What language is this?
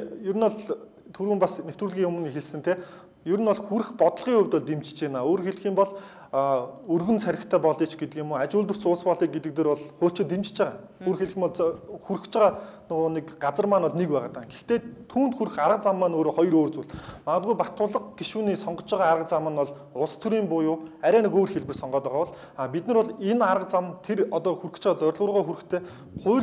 Mongolian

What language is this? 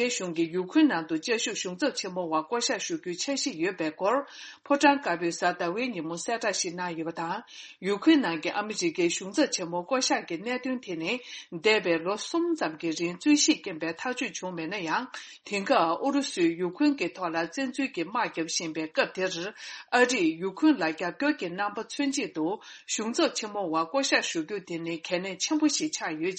Tibetan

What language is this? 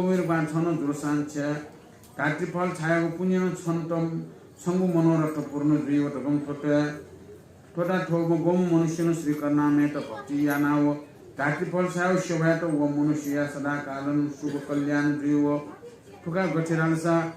Newari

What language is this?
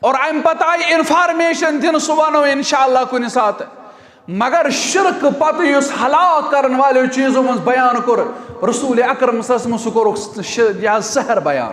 Kashmiri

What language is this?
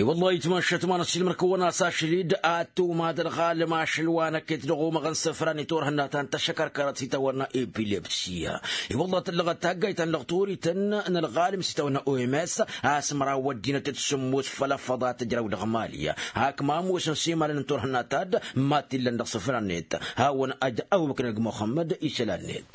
Tamasheq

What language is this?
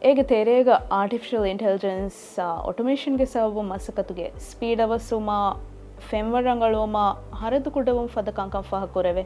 Divehi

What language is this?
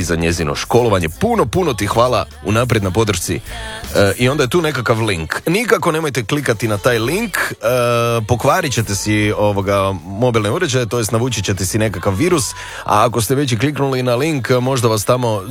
Croatian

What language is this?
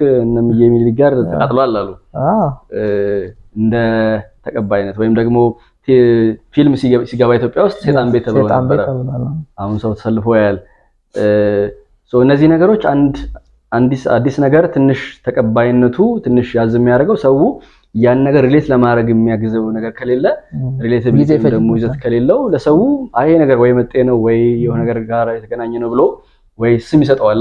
Amharic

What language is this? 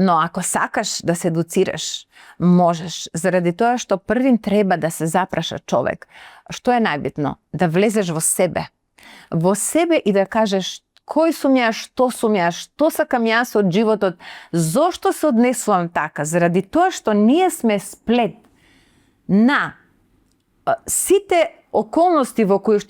Macedonian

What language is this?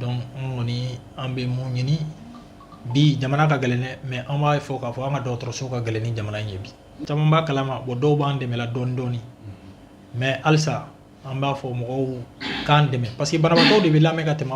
Bambara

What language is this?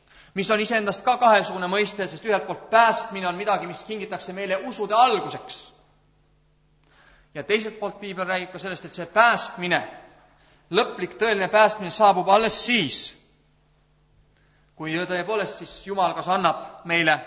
Estonian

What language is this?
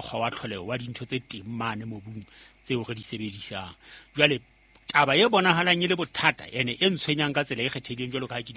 Southern Sotho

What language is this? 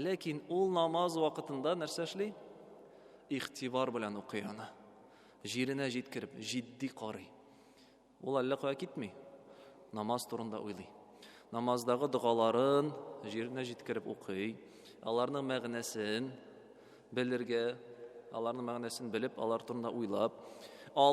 Tatar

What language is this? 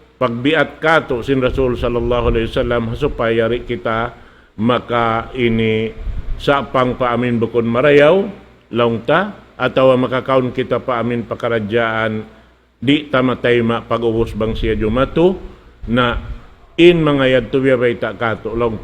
Tausug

